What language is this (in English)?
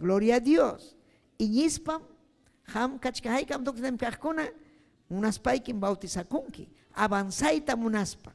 Ayacucho Quechua